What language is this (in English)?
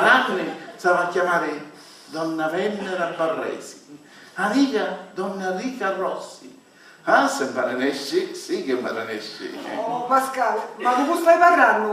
Sicilian